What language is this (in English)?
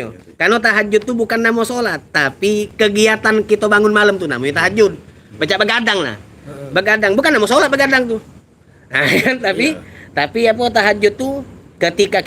Musi